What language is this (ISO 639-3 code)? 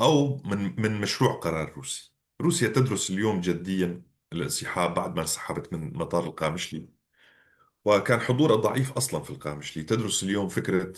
apc